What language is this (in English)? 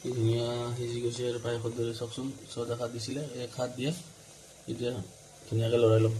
Assamese